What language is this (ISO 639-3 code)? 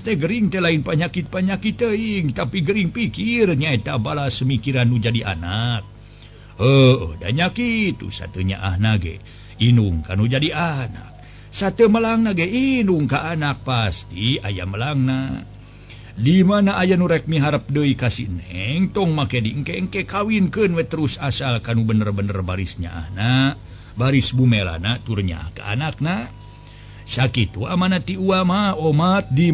sun